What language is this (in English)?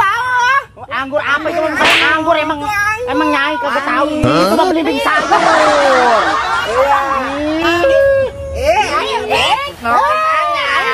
Betawi